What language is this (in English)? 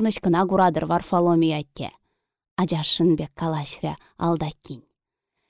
Chuvash